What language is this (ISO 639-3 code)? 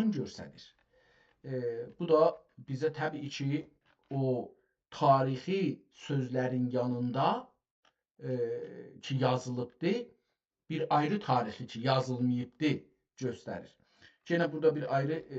azb